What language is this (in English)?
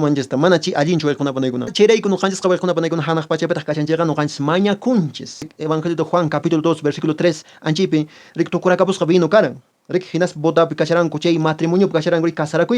Quechua